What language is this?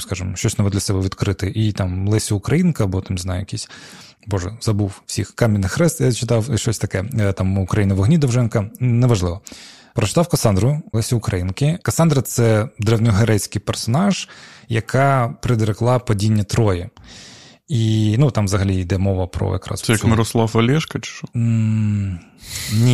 Ukrainian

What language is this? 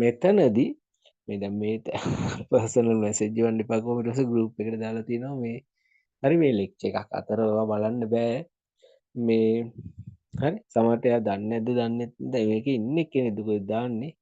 Sinhala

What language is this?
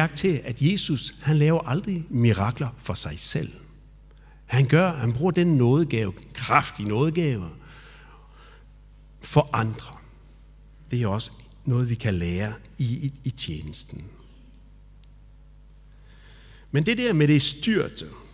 Danish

